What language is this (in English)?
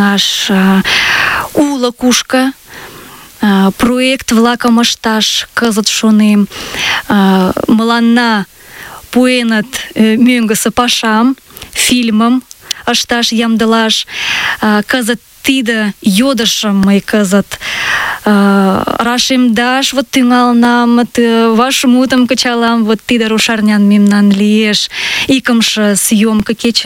Mari